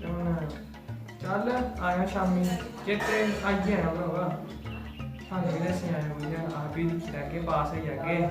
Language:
Dogri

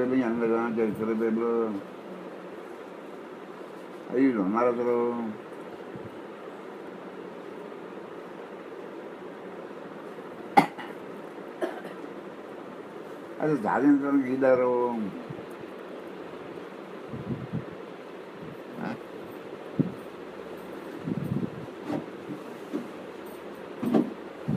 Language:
Telugu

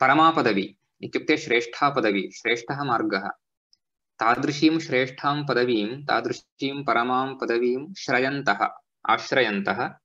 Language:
Sanskrit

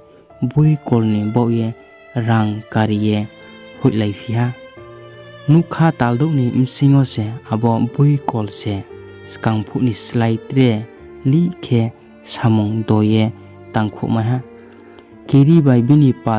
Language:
Riang (India)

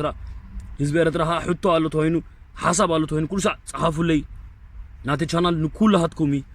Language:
Tigrinya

